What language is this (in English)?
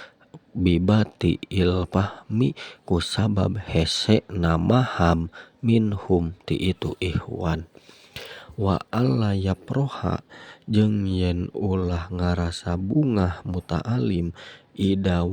Sundanese